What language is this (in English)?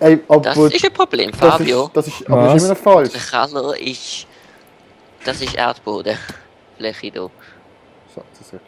Swiss German